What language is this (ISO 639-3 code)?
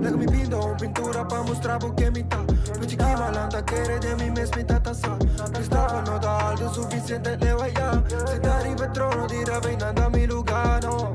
pap